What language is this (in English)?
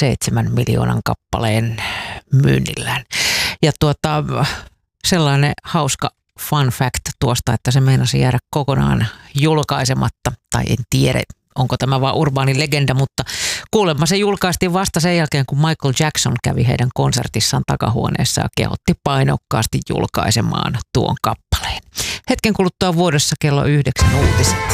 Finnish